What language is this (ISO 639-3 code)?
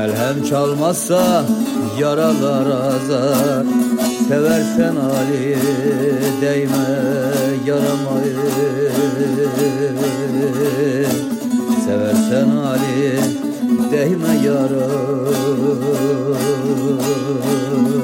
tur